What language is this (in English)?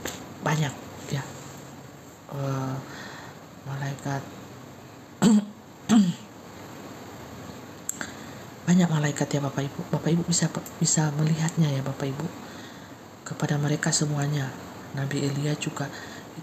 Indonesian